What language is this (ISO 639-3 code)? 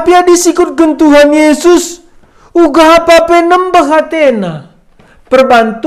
btx